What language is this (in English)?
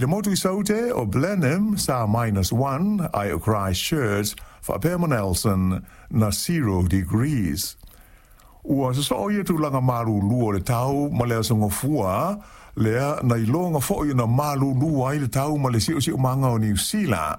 Samoan